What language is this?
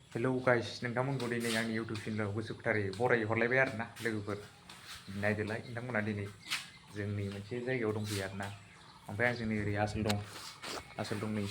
Bodo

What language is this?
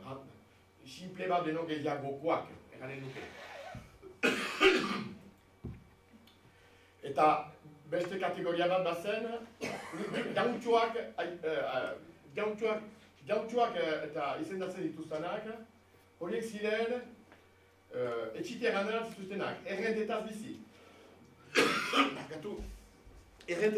Basque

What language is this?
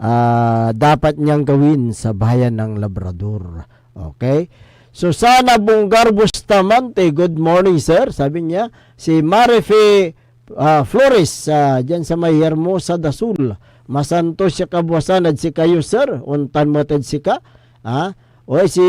Pangasinan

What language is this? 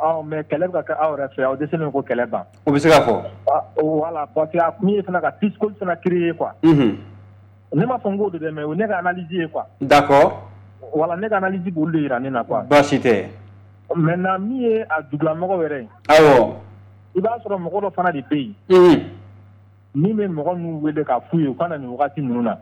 Bambara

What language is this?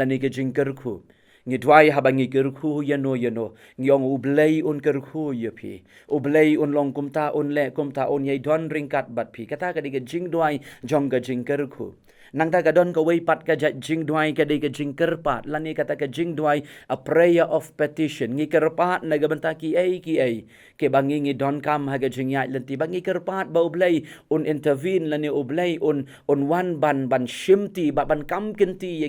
Khasi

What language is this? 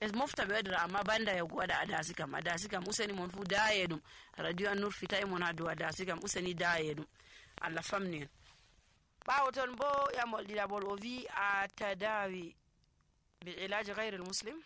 Nigerian Fulfulde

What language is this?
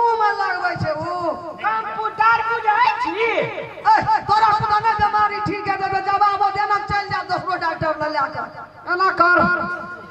Maithili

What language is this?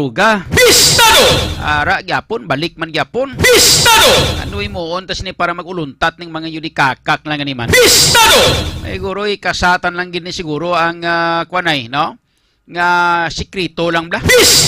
Hiligaynon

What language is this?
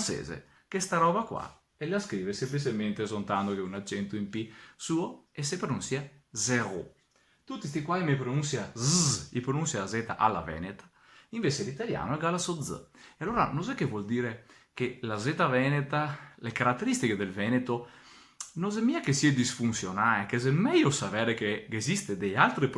Venetian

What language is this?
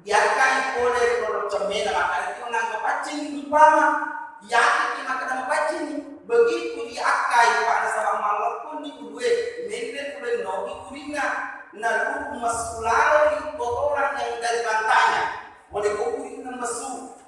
Buginese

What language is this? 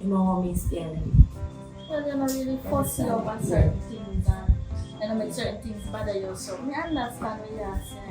Jamaican Creole English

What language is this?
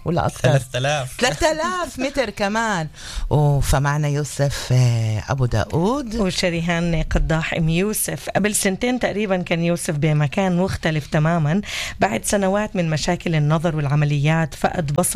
North Levantine Arabic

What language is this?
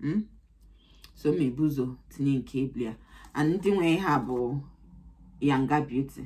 Igbo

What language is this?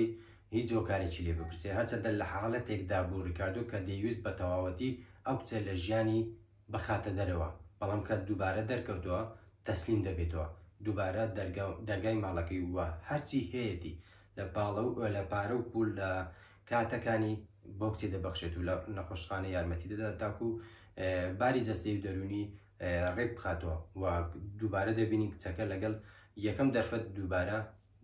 Central Kurdish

